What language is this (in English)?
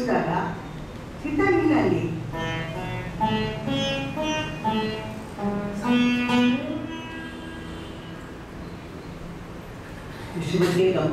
Kannada